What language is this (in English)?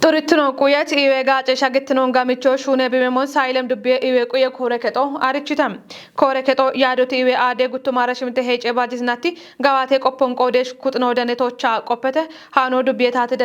Kafa